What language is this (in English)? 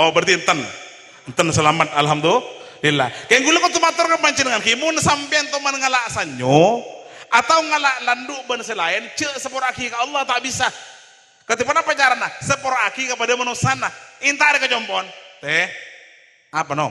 Madurese